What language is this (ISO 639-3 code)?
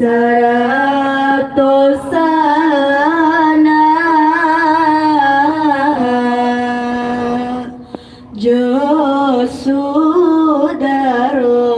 min